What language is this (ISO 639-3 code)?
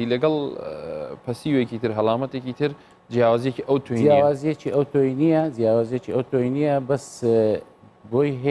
ckb